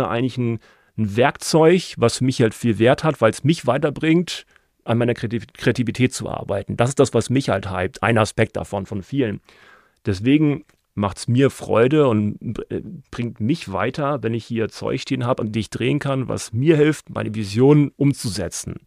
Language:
German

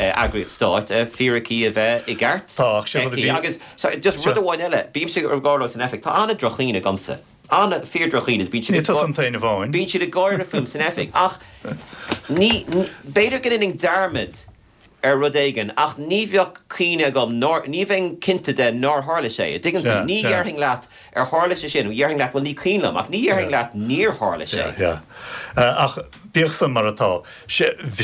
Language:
Irish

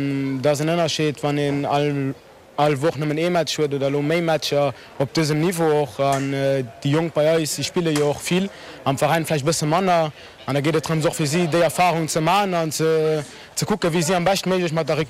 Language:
Luxembourgish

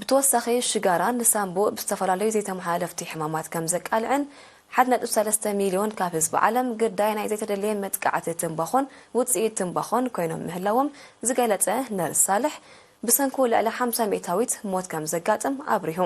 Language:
Tigrinya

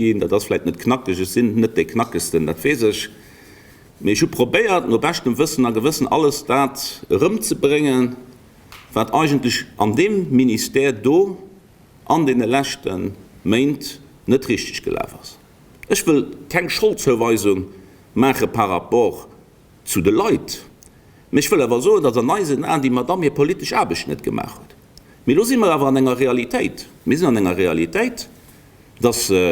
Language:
Luxembourgish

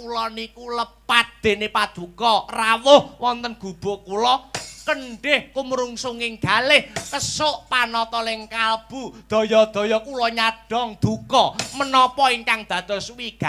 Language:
Javanese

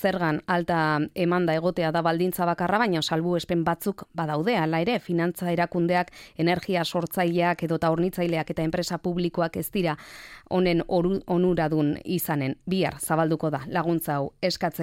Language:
Basque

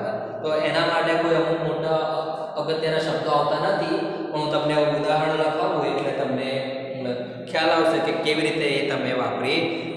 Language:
Gujarati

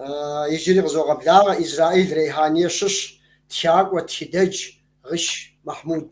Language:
Kabardian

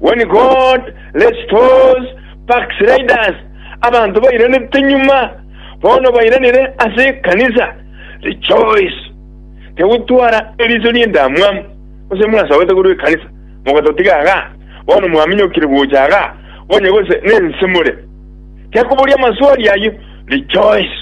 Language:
Gusii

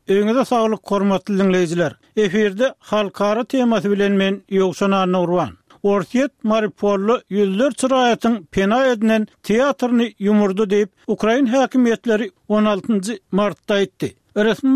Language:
Turkmen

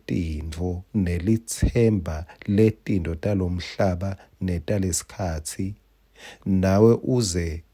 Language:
Swati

